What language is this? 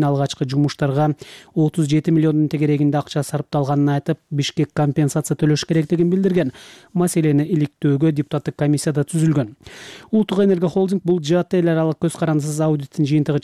Kyrgyz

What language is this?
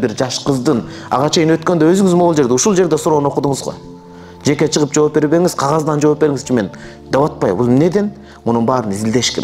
Kyrgyz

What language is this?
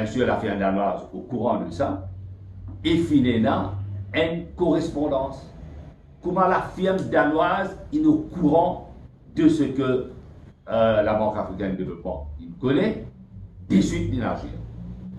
Morisyen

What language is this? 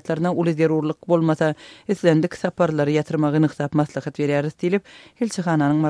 Turkmen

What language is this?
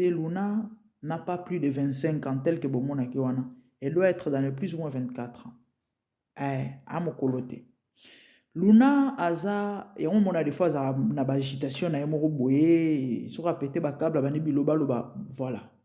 Lingala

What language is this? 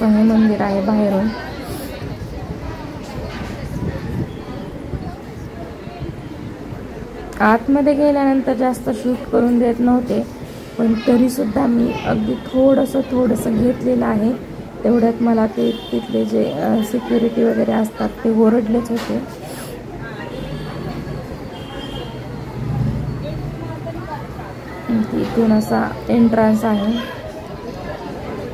Marathi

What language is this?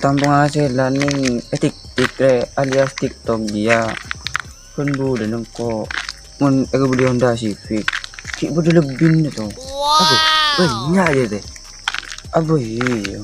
Madurese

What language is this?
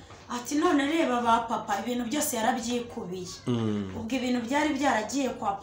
Kinyarwanda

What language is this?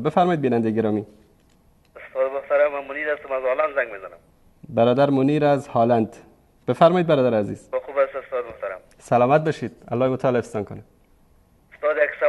Persian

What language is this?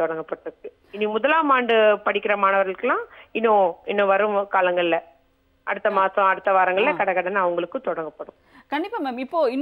Tamil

